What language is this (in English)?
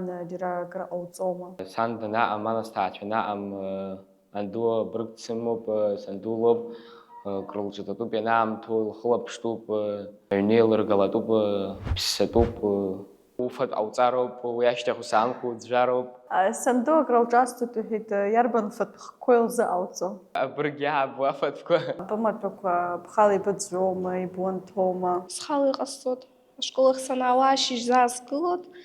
Abkhazian